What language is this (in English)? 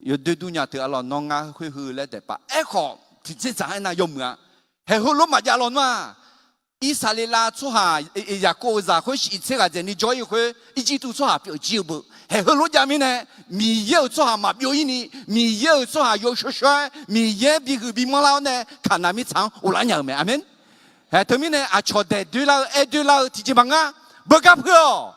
Akha